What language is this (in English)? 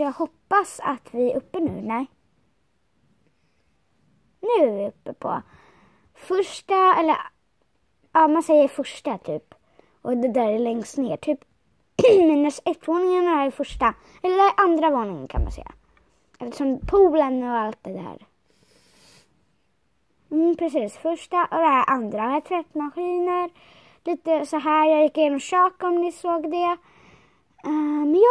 Swedish